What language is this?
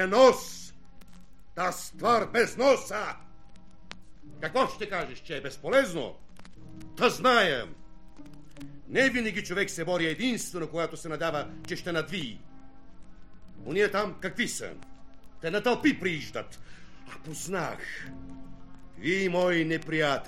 Bulgarian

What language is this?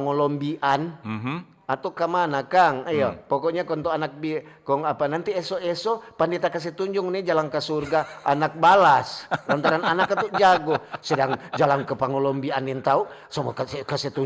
Manado Malay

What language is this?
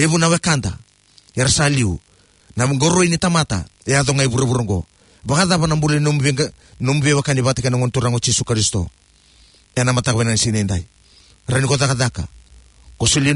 Fijian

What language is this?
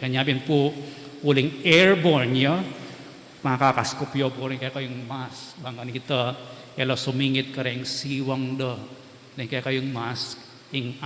Pampanga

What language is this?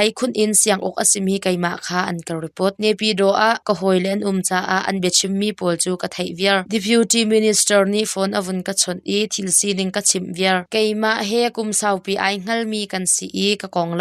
Hakha Chin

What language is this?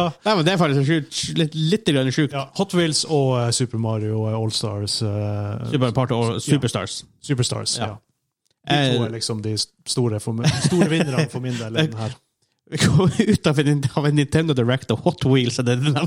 Norwegian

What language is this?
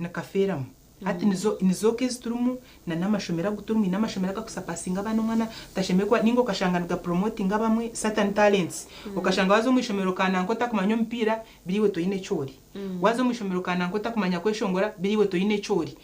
Nyankole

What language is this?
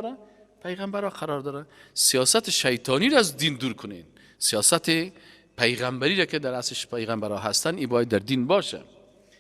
Persian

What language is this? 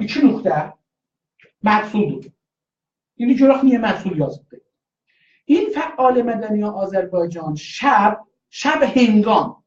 South Azerbaijani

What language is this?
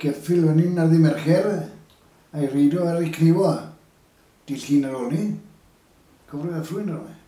Welsh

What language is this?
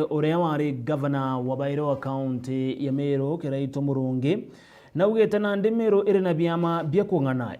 Meru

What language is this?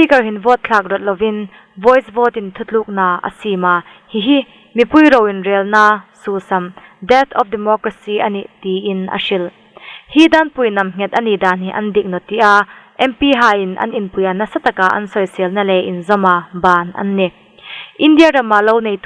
Hmar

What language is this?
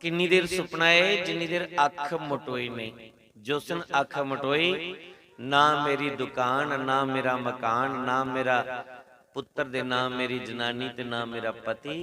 Dogri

